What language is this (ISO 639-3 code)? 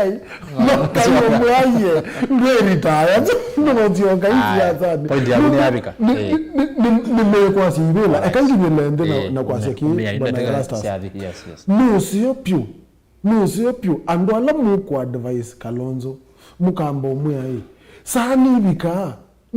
kam